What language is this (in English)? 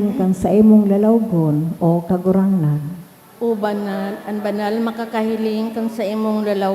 Bikol